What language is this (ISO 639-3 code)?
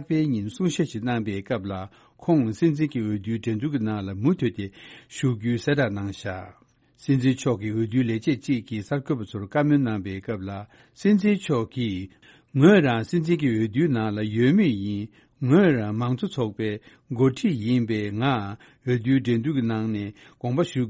bod